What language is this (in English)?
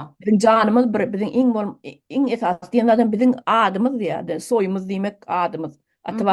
Turkmen